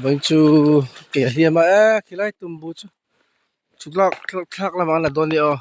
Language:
Mizo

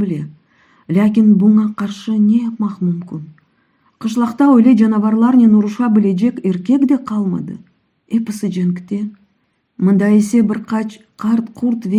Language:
Crimean Tatar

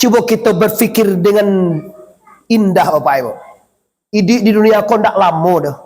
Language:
Minangkabau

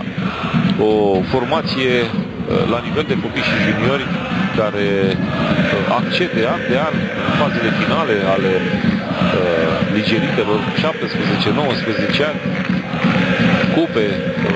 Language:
Romanian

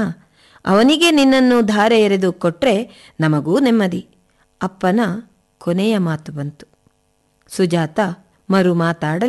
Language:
Kannada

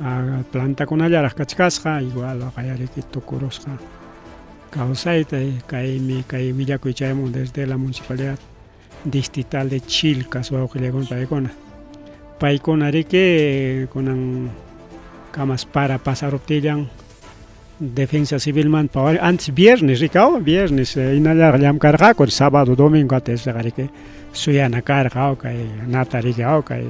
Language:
Ayacucho Quechua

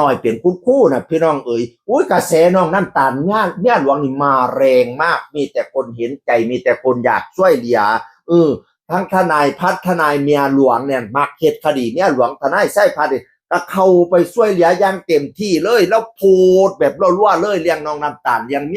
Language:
Northeastern Thai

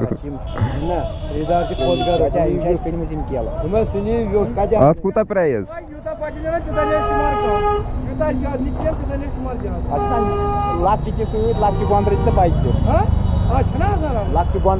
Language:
Kashmiri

